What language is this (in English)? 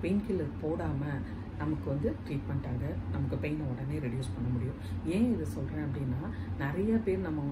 Tamil